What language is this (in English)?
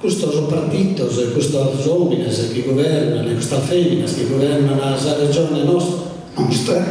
Sardinian